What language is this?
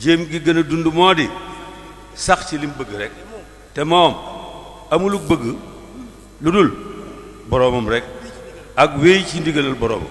Wolof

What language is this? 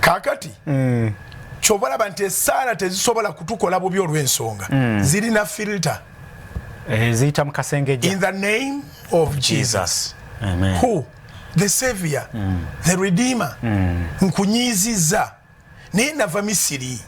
Ganda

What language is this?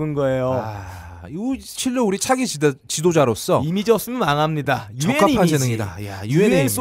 Korean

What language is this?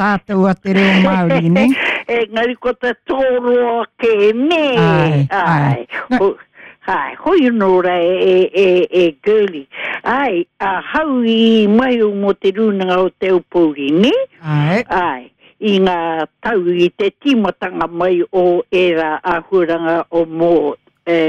Māori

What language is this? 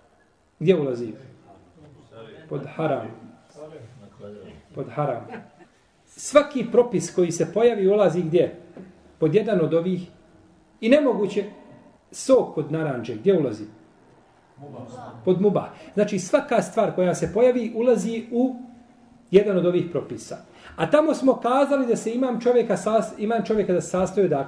Bosnian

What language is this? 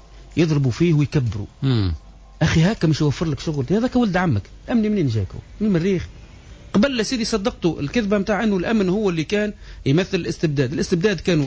Tunisian Arabic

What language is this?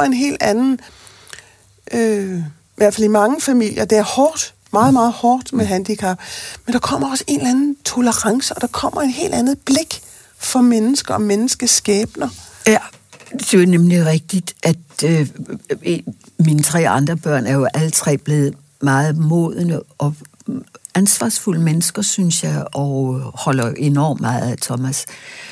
Danish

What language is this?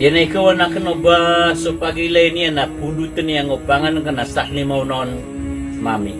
Maranao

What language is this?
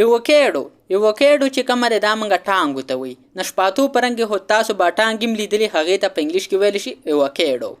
Pashto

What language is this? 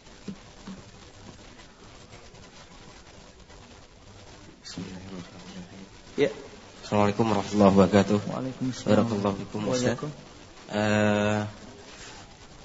Indonesian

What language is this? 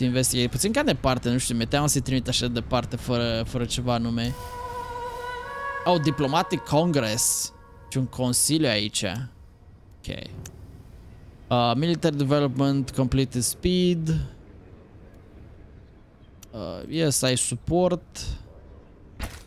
Romanian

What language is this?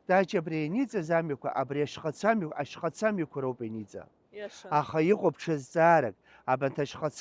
Abkhazian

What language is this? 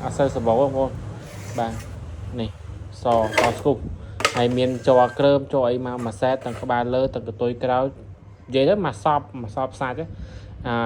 Khmer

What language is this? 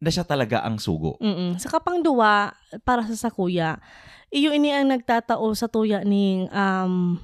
Bikol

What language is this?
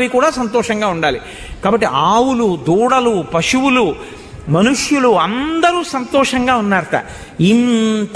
Telugu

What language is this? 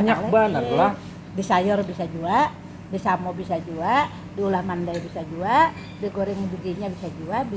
Banjar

